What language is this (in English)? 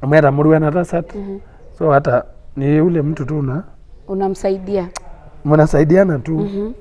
Masai